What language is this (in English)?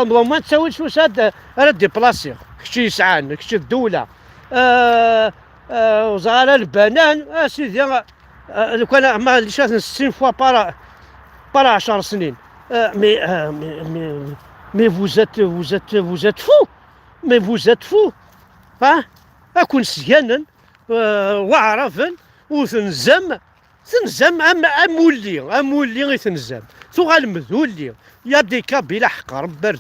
Kabyle